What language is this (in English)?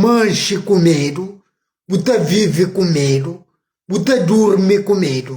Kabuverdianu